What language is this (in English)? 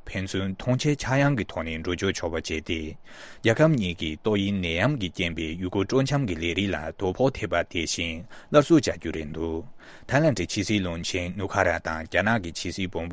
Tibetan